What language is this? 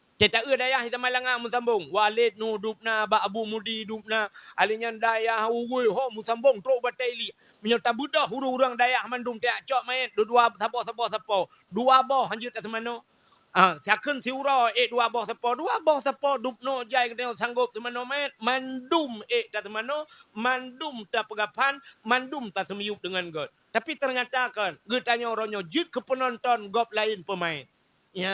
Achinese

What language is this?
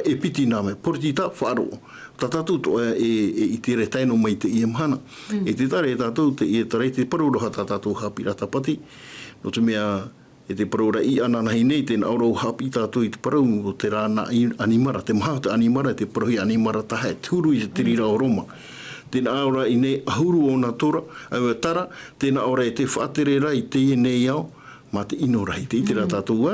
Tahitian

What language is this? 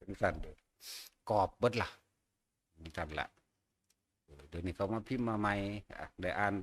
Northeastern Thai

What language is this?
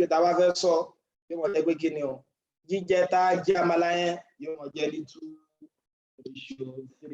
Yoruba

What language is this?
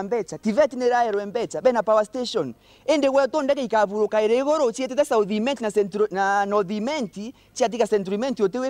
Meru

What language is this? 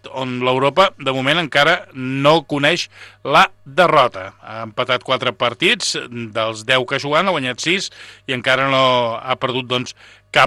Catalan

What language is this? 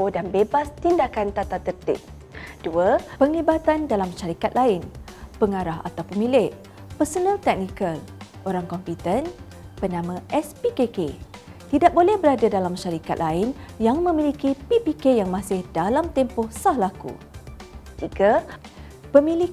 Malay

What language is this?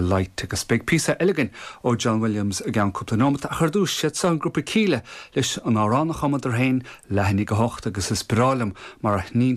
Irish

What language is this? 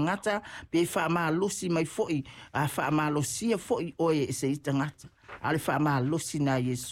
Samoan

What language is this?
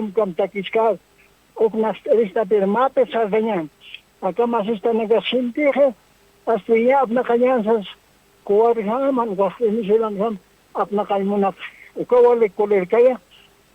Aymara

